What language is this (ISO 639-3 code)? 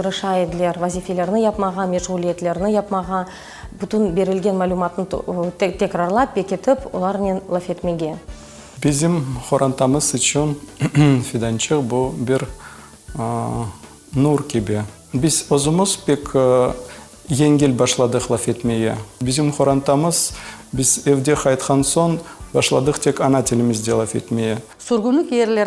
crh